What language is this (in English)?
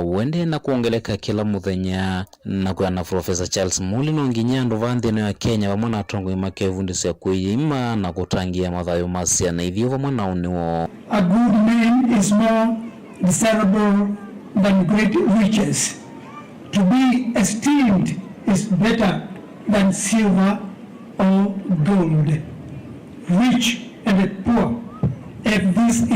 Kamba